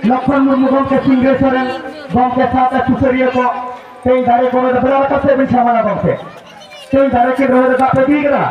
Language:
Santali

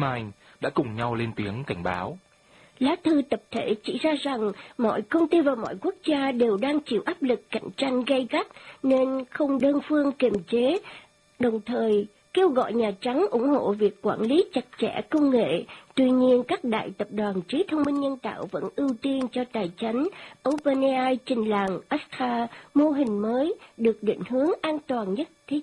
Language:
Vietnamese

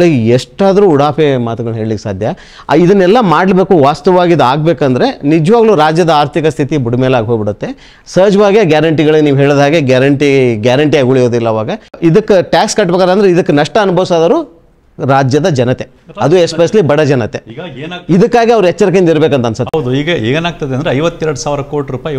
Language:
Kannada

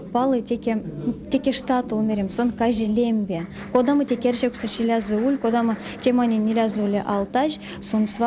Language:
Erzya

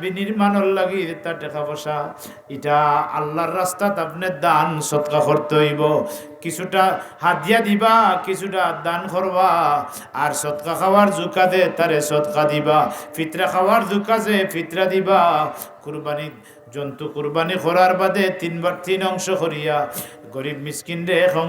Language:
Sylheti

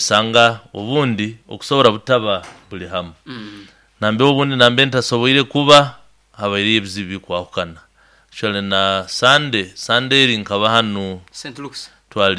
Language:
Nyankole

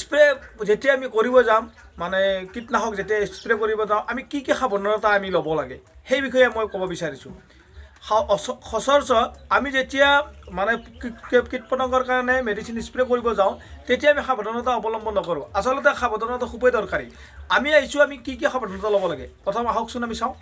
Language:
Assamese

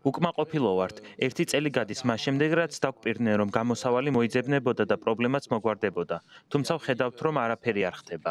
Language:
Georgian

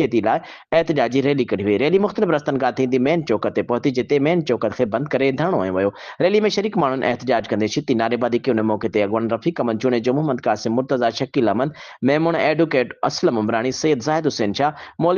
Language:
Sindhi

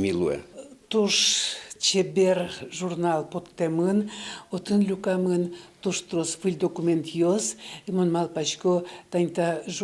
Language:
Udmurt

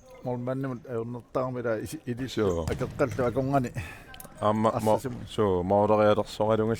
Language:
Kalaallisut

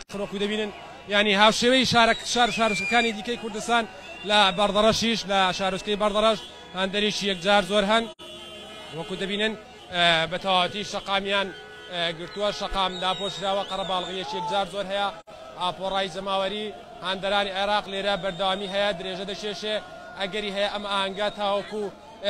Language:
Central Kurdish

